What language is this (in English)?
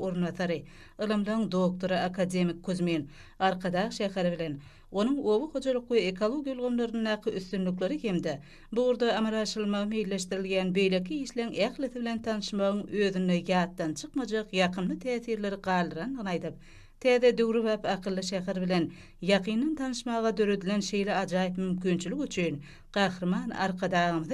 Turkmen